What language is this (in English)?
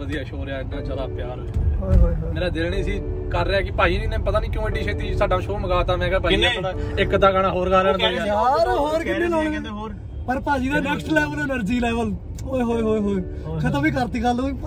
Punjabi